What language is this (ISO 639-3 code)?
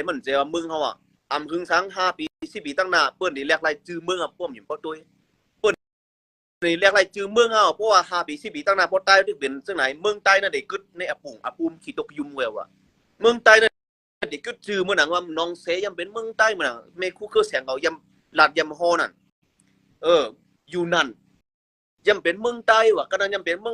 shn